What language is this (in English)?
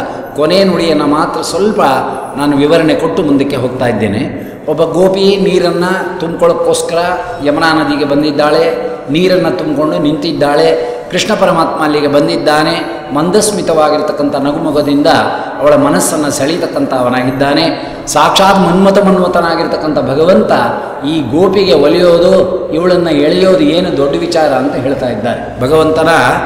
Kannada